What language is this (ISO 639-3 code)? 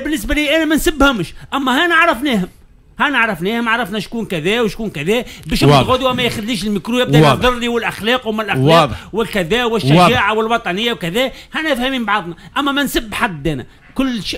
aeb